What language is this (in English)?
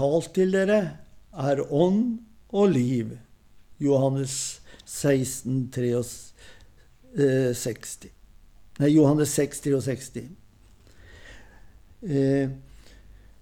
Norwegian